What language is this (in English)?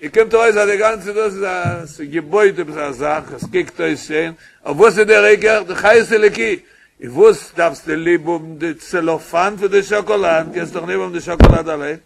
Yiddish